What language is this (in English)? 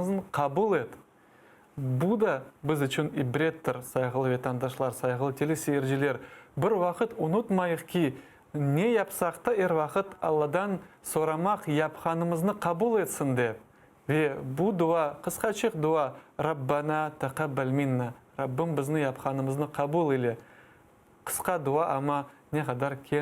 Crimean Tatar